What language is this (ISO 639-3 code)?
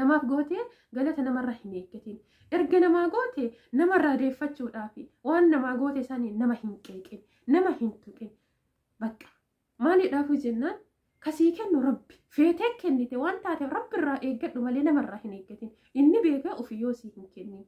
orm